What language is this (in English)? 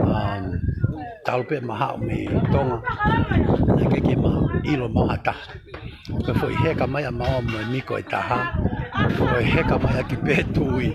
Tongan